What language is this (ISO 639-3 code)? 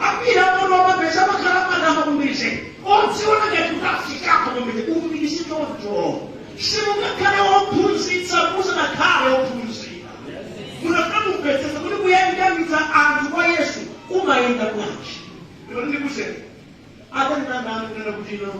nya